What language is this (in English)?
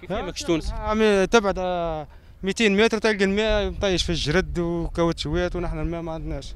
Tunisian Arabic